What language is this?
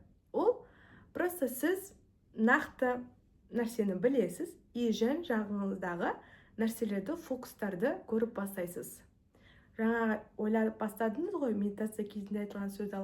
Kazakh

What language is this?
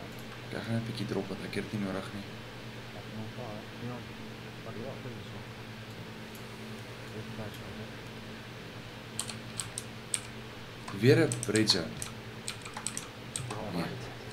Afrikaans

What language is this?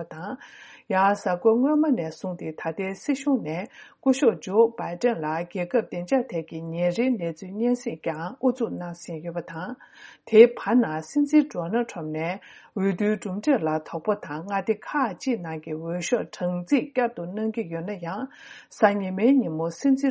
Tibetan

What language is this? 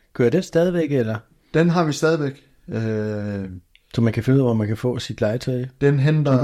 Danish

